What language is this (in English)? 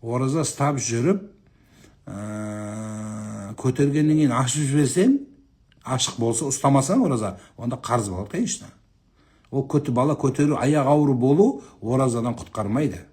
Kazakh